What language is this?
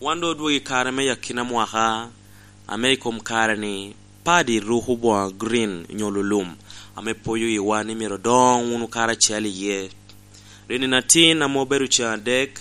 Lango (Uganda)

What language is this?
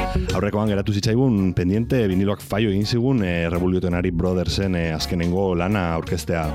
Basque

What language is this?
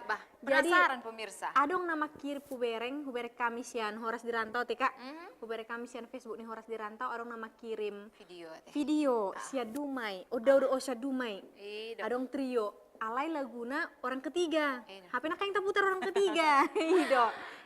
Batak Toba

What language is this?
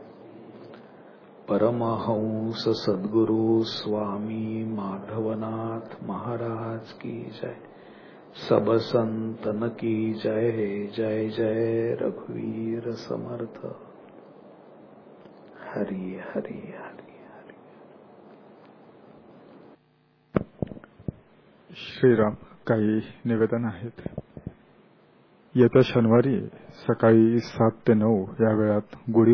Marathi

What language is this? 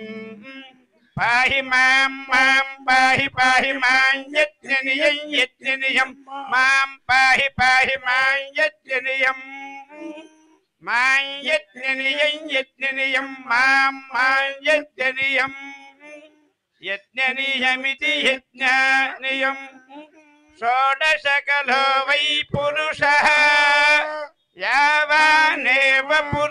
Telugu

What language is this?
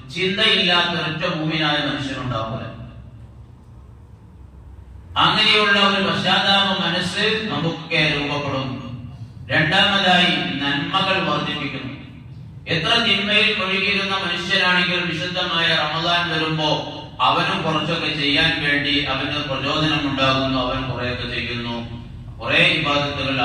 Malayalam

